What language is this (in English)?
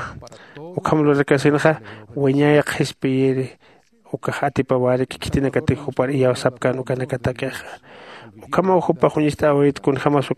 Aymara